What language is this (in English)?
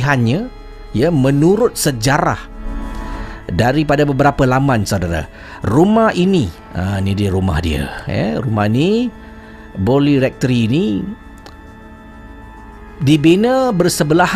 Malay